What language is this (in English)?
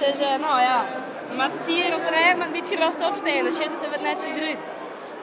Western Frisian